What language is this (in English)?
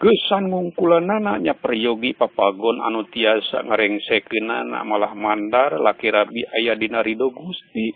Sundanese